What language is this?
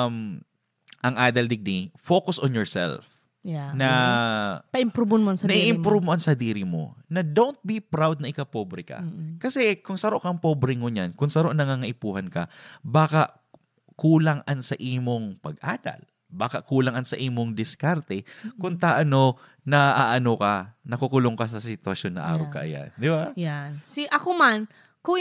Bikol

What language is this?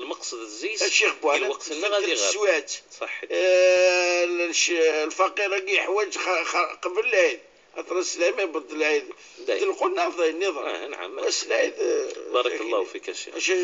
Moroccan Arabic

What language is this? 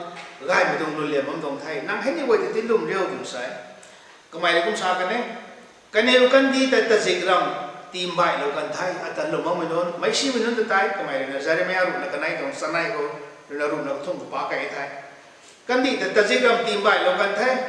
Rongmei Naga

